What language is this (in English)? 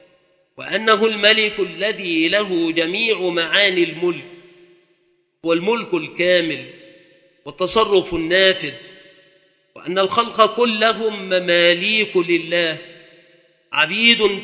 Arabic